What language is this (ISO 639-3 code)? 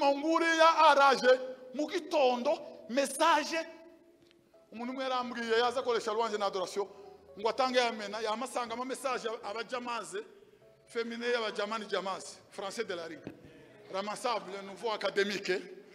kin